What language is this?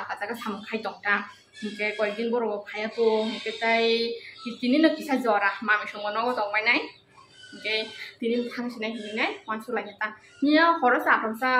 Kok Borok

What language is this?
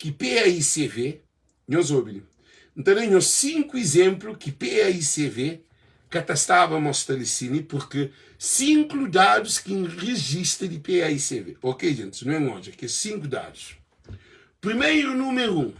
Kabuverdianu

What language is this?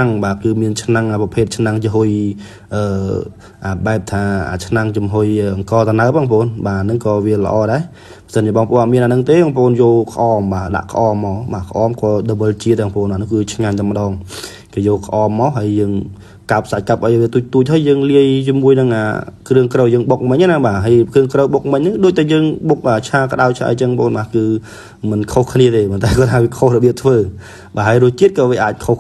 Khmer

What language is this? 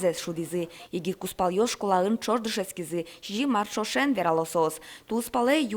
Udmurt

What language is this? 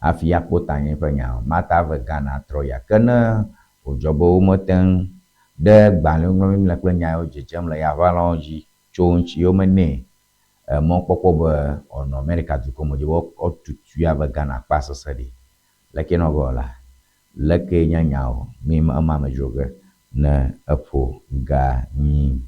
Ewe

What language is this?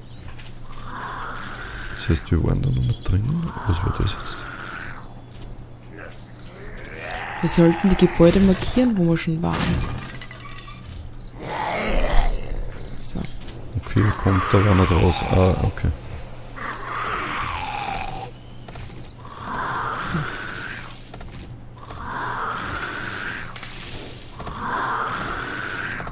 German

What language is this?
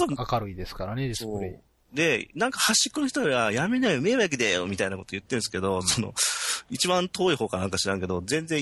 Japanese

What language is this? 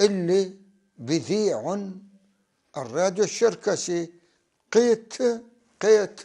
North Levantine Arabic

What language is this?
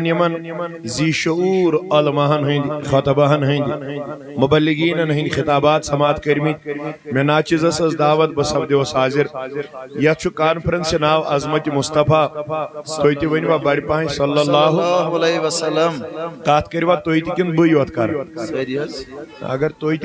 Kashmiri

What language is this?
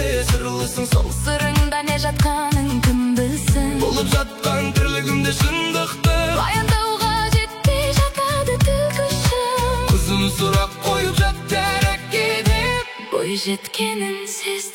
Kazakh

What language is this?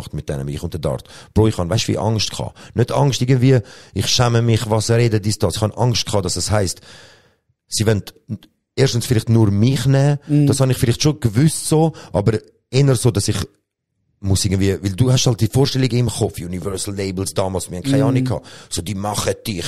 Swiss German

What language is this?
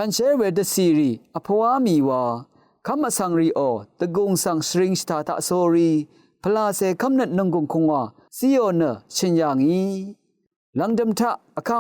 Rawang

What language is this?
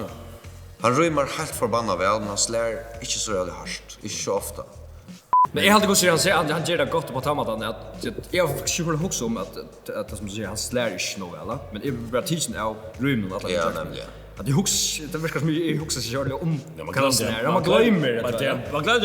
Faroese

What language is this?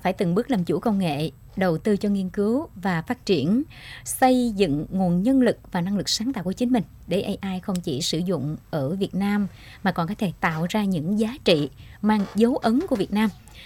Vietnamese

